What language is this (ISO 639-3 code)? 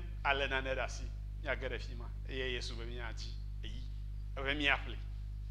ewe